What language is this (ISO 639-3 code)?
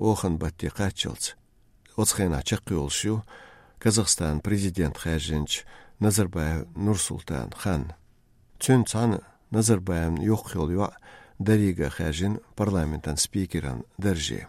che